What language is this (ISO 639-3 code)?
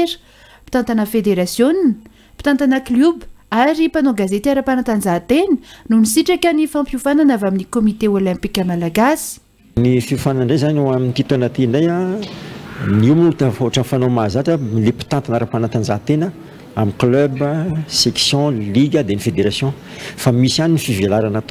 mlg